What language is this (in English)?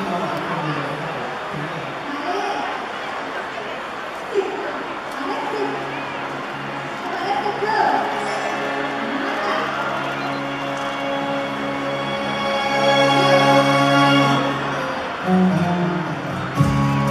Thai